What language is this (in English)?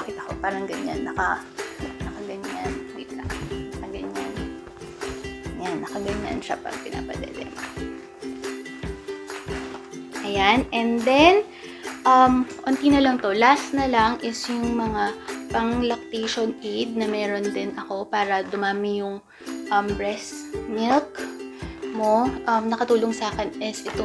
Filipino